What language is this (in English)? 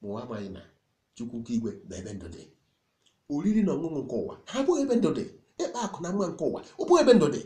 Igbo